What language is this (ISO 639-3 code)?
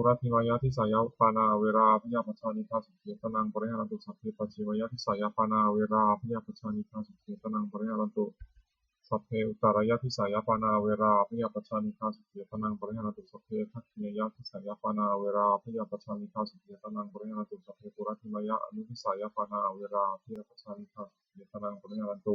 pli